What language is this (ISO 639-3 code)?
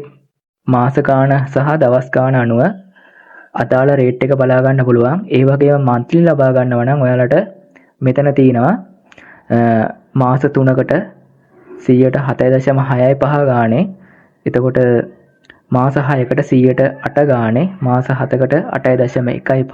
sin